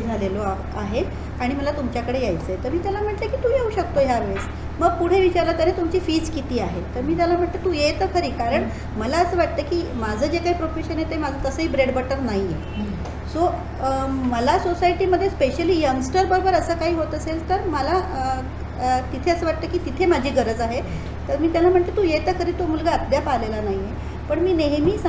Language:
Marathi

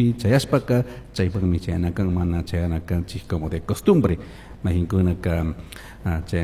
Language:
Chimborazo Highland Quichua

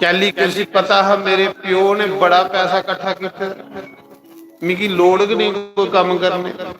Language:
Dogri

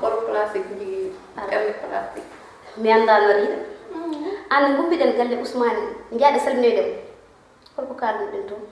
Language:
Fula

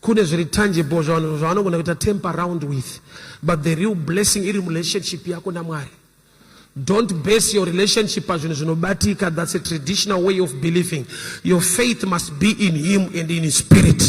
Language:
Shona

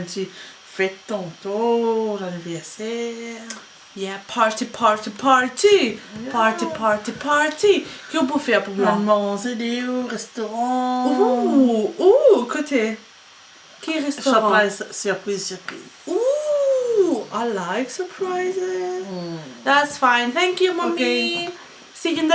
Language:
Morisyen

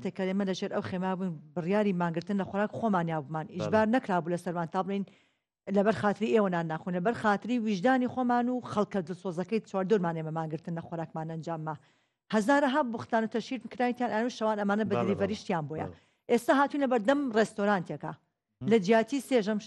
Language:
Central Kurdish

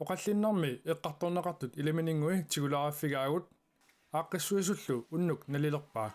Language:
Kalaallisut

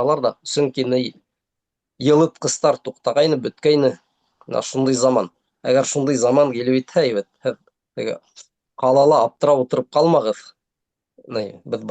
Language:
Bashkir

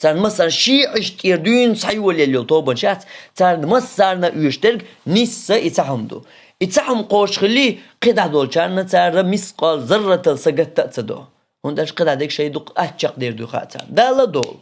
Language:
Chechen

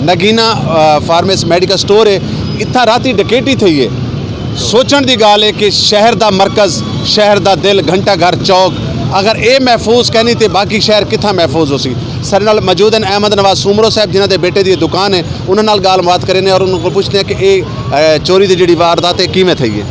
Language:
Saraiki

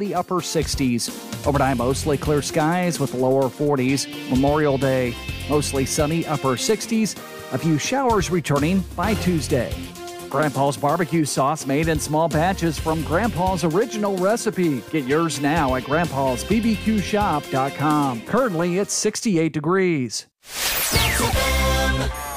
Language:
English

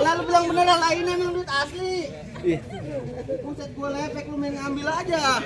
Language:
Betawi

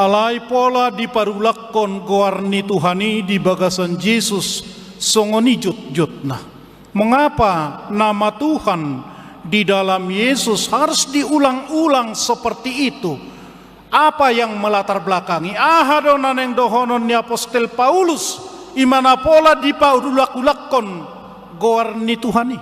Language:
Batak Toba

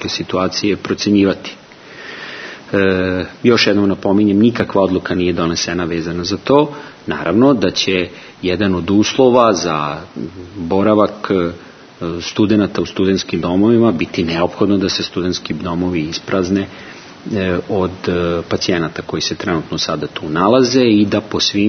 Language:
Serbian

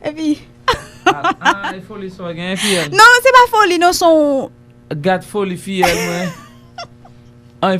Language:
Haitian Creole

